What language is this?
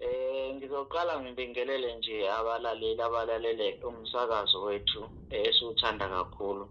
Zulu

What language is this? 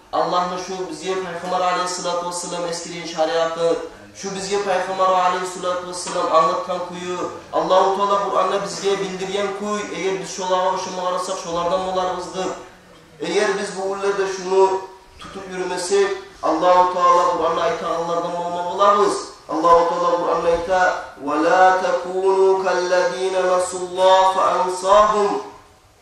Kumyk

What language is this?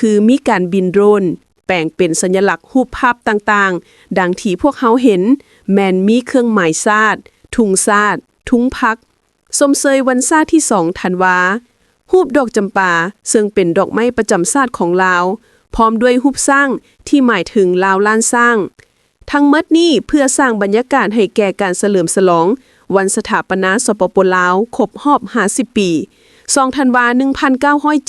Lao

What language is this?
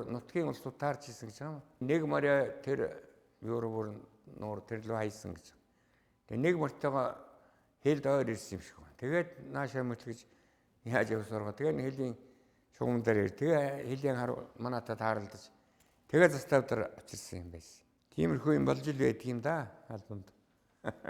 Mongolian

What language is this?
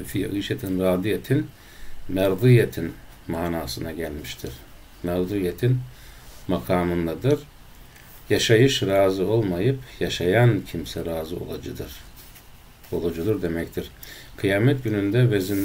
Turkish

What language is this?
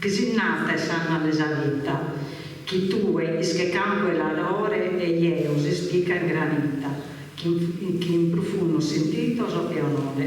Sardinian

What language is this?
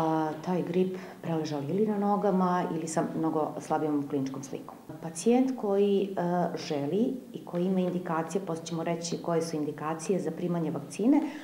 Serbian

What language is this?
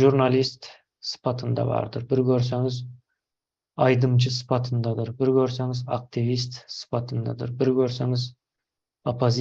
Turkmen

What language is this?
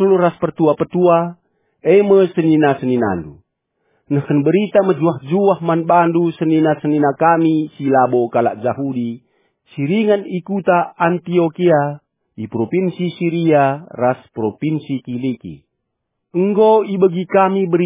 Batak Karo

